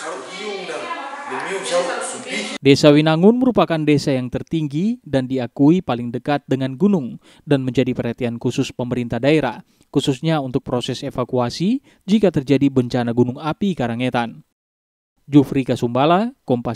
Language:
Indonesian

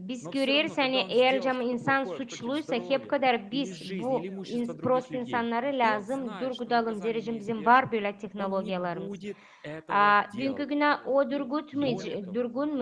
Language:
Gagauz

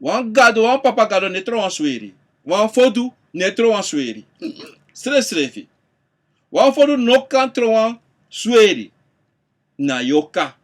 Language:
Sranan Tongo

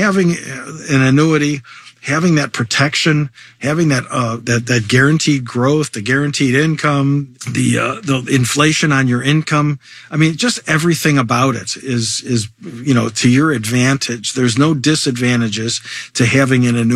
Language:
English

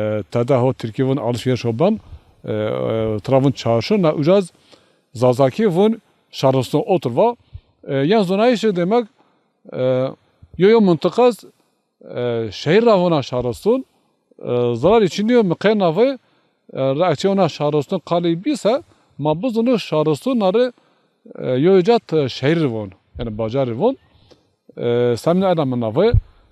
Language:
Zaza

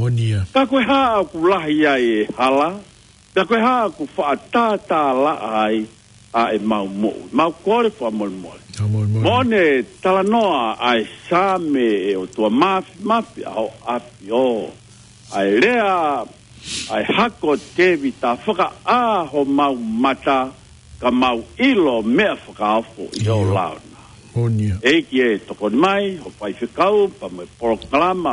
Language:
Tongan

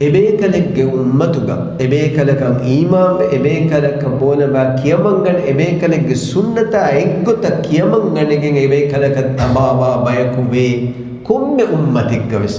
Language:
Divehi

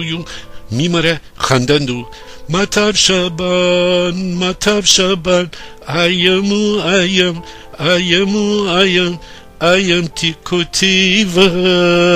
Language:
Gilaki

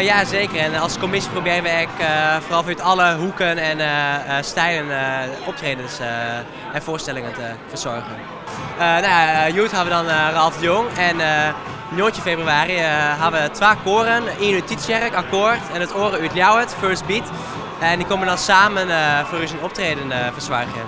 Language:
Western Frisian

